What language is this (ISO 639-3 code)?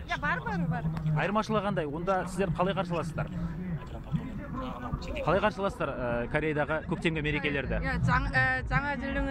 kaz